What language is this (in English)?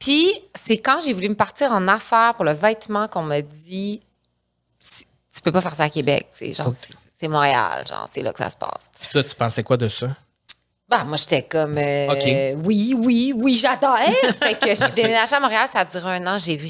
French